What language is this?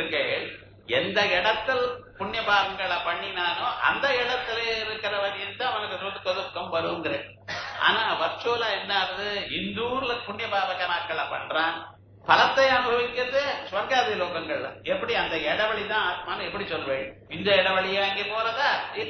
Tamil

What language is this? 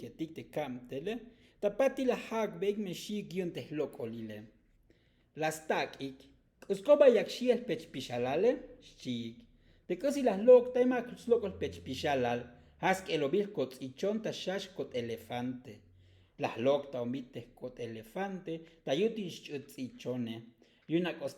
Tzotzil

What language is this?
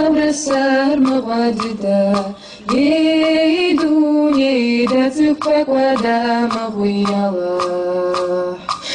Kabardian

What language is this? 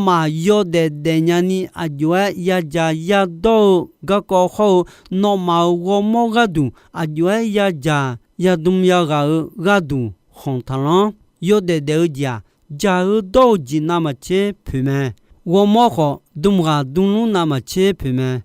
Akha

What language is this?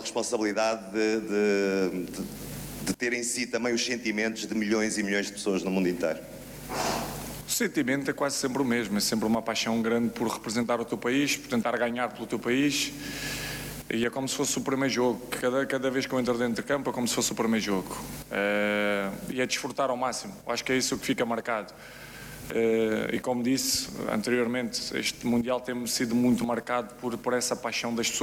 Portuguese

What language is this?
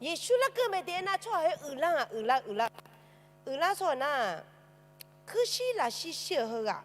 Akha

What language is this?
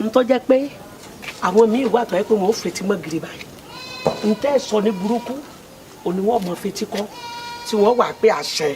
Yoruba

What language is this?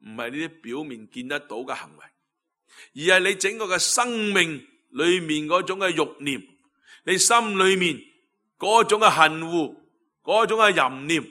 Cantonese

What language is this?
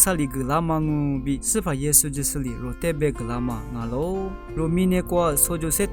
Lisu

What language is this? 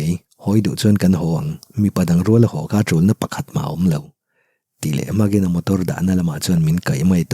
Mizo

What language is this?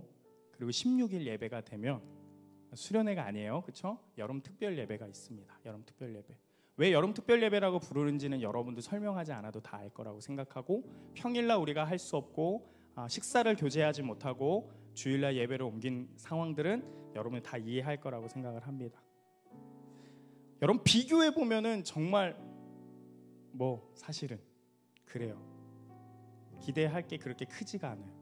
Korean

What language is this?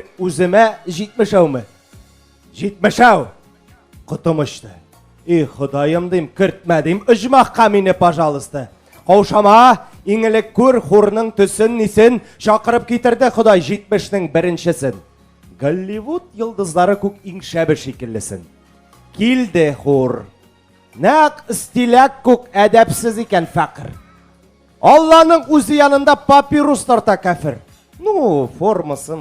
Tatar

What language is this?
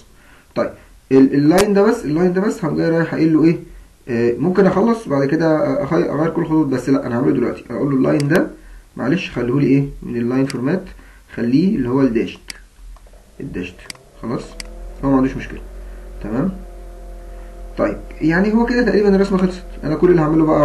Egyptian Arabic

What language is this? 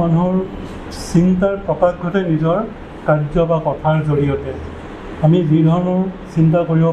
Assamese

